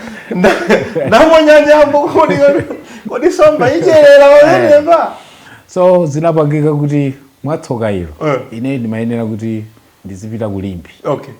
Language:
Nyanja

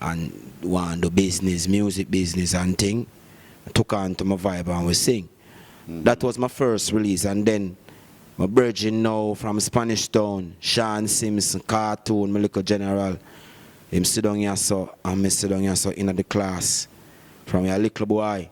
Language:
Jamaican Creole English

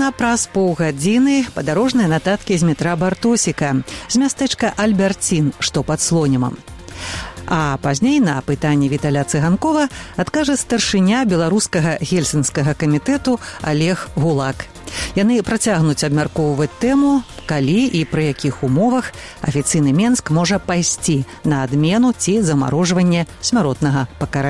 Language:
Belarusian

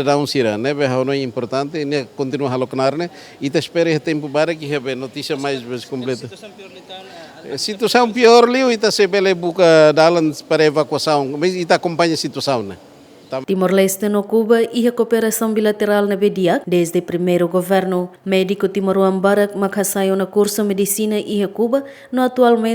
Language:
Tetum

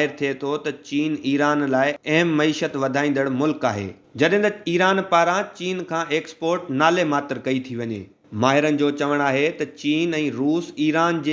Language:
Sindhi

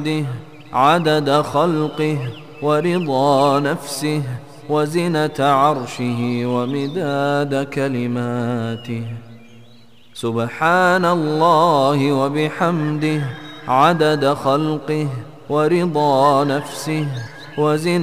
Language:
Arabic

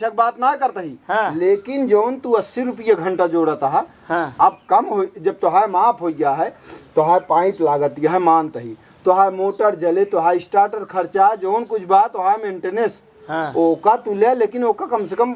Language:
Awadhi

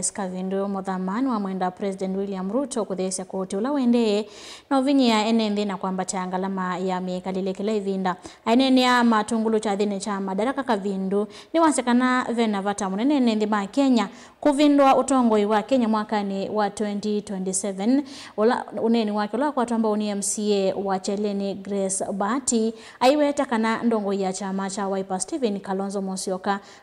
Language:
Kamba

